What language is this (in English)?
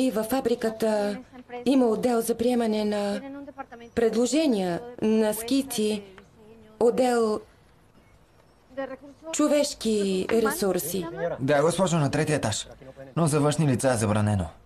Bulgarian